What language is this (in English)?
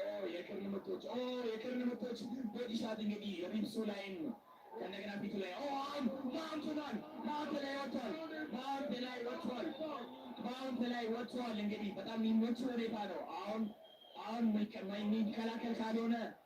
Amharic